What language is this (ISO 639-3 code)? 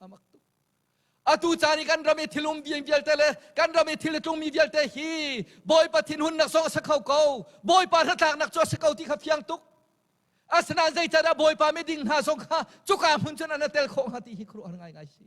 cnh